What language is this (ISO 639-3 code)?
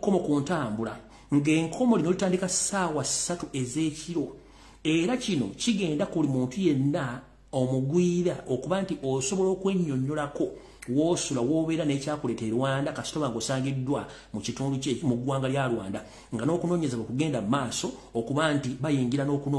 lug